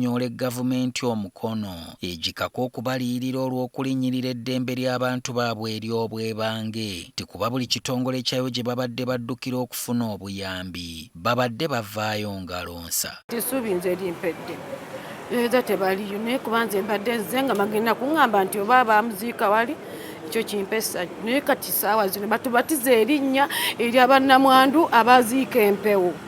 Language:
Ganda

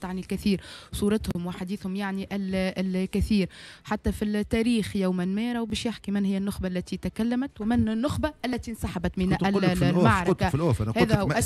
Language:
Tunisian Arabic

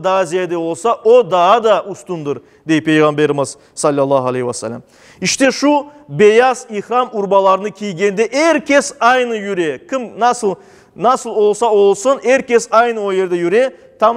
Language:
Crimean Tatar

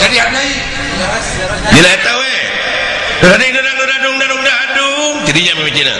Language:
Sundanese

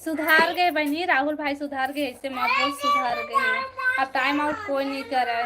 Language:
Chhattisgarhi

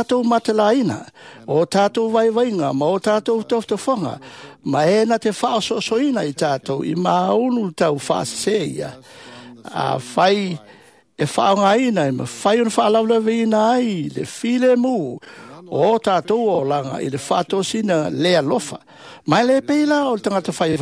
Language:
Samoan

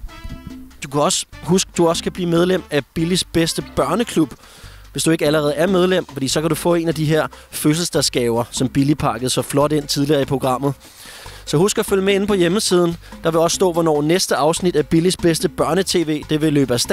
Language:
Danish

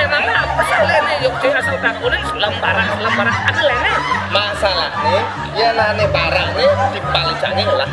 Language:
Balinese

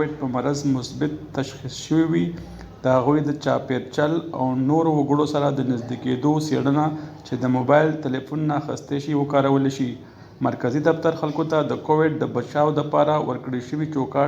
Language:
Pashto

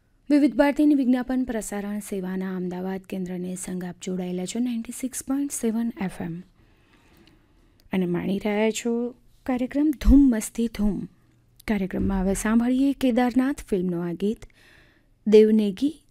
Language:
Gujarati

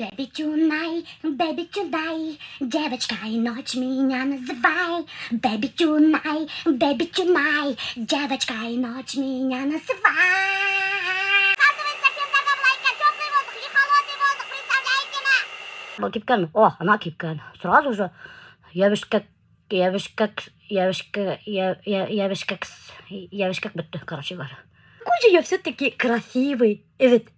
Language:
Bashkir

